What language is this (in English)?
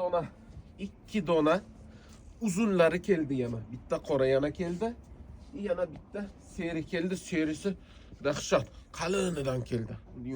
Uzbek